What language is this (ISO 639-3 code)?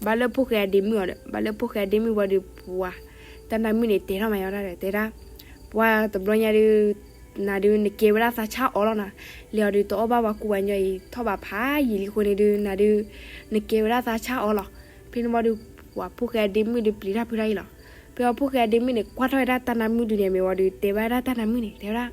ksw